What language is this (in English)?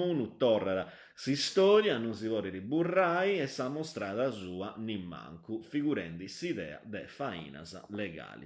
Sardinian